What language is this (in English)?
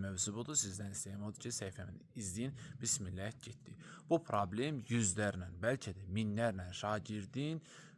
Azerbaijani